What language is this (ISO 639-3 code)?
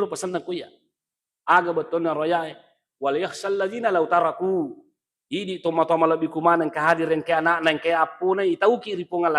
bug